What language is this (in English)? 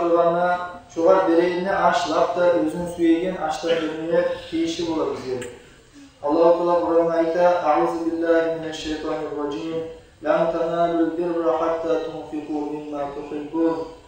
Kumyk